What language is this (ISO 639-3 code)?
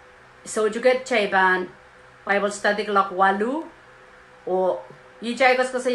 pon